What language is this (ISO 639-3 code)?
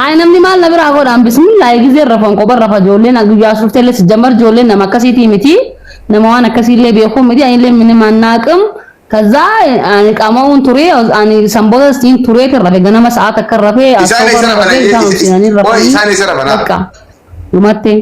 orm